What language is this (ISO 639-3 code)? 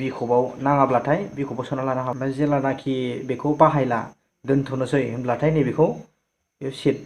brx